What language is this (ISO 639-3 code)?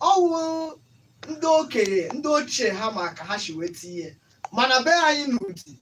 ibo